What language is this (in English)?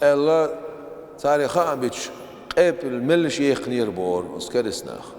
Chechen